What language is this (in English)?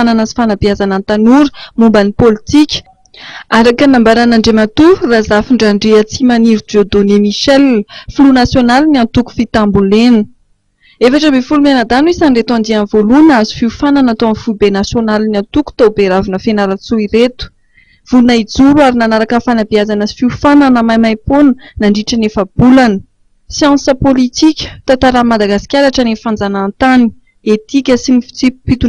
Malagasy